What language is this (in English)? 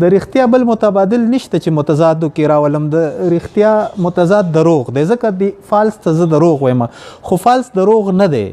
Pashto